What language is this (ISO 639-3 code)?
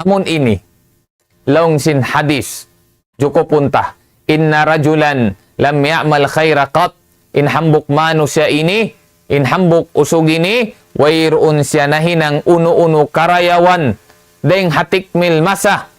tsg